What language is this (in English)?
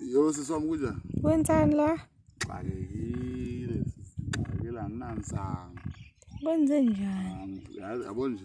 Zulu